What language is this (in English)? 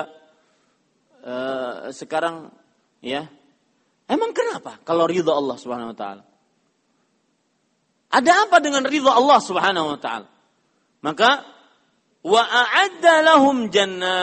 Indonesian